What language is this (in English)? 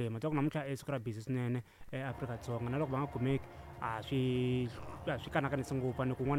Tsonga